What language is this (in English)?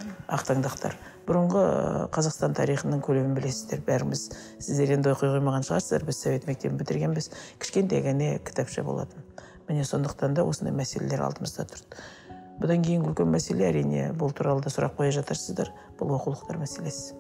Kazakh